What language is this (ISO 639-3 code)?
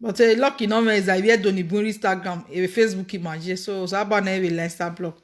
pcm